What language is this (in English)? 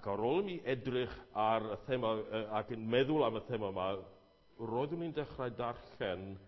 Welsh